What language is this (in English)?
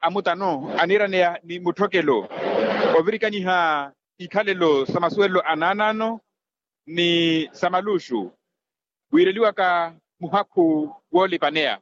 Makhuwa